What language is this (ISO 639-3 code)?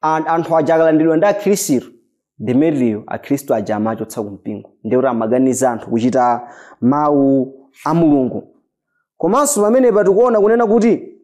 nya